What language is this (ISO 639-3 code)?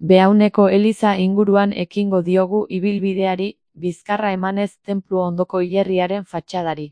eus